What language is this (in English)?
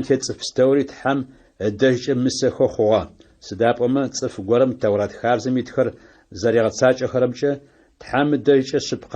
Adyghe